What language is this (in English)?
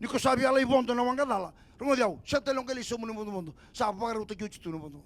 Fijian